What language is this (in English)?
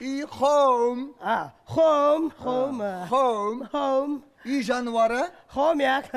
Kazakh